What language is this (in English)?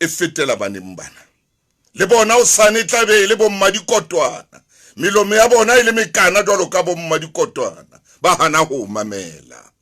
Southern Sotho